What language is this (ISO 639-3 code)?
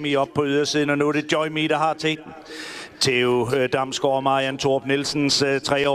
dan